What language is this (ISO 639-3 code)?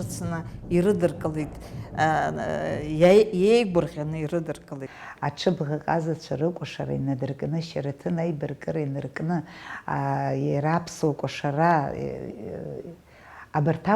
abk